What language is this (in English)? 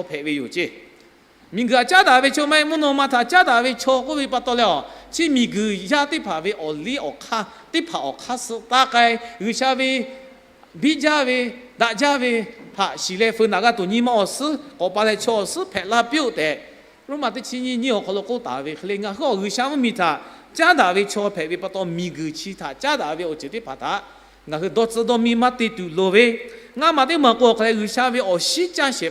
Lahu